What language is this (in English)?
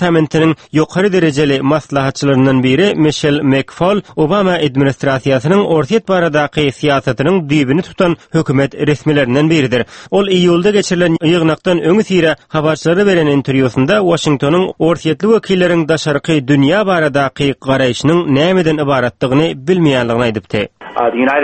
Turkmen